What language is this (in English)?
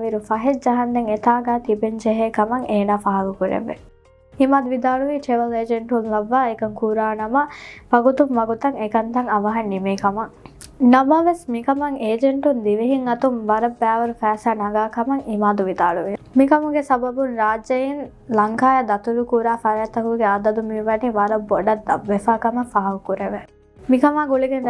Divehi